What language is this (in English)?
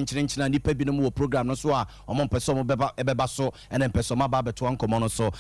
Akan